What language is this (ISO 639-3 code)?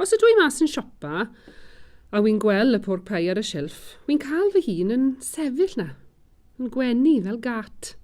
cym